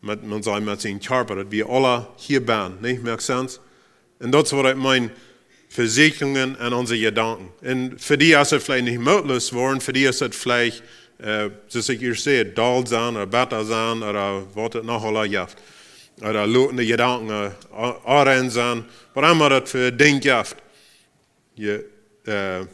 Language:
Plautdietsch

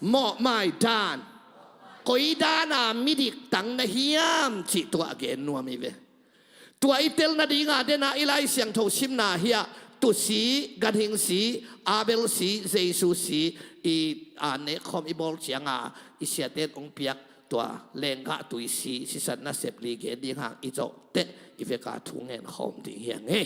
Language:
Tedim Chin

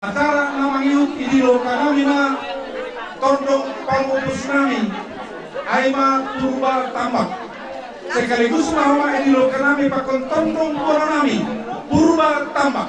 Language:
Batak Simalungun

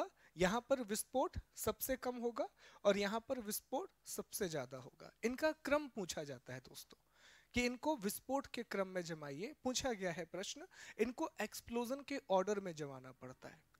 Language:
Hindi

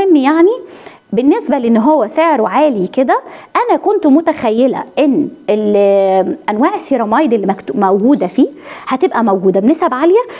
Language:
Egyptian Arabic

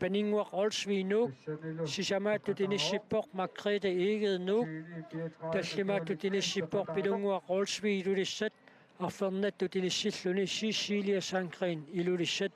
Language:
Kalaallisut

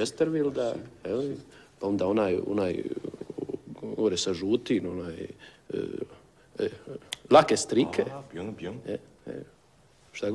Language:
Croatian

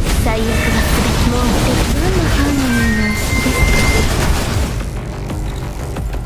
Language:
Japanese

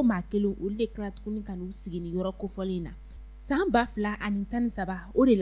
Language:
Bambara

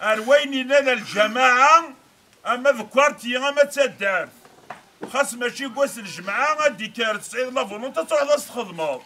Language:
Kabyle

